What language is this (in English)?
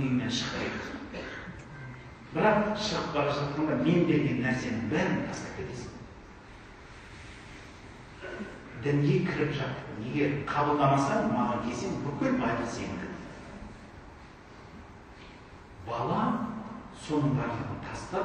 Kazakh